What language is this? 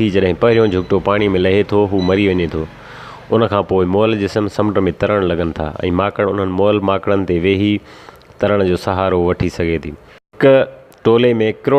Sindhi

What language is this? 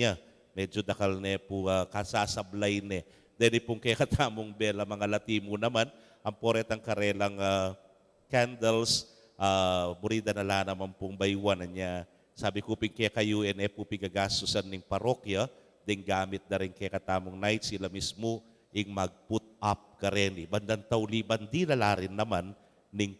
Pampanga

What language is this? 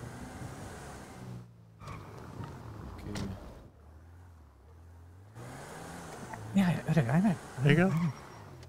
Hungarian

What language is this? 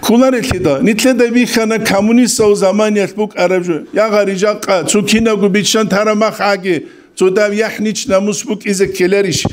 Avaric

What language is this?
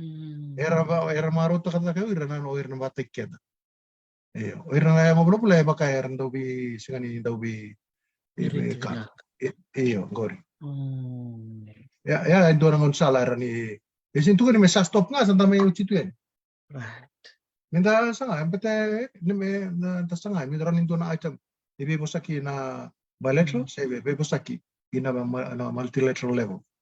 Fijian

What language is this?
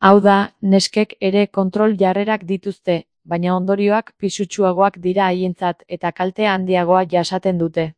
Basque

